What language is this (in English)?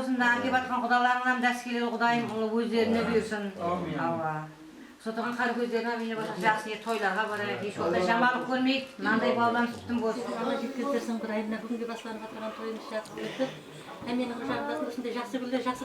Kara-Kalpak